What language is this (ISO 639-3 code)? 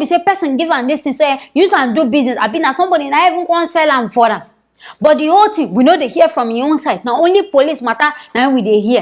pcm